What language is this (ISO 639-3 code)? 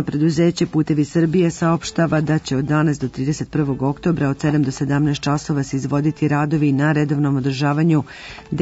srp